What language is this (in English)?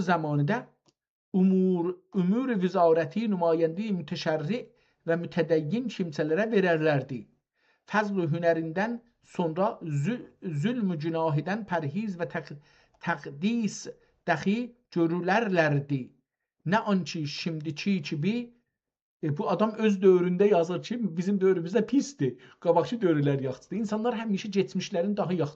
South Azerbaijani